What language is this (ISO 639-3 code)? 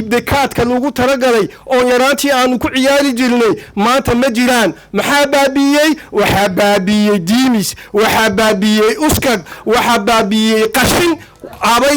som